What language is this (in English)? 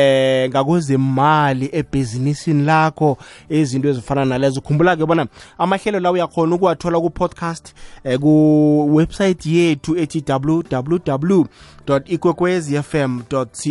South Ndebele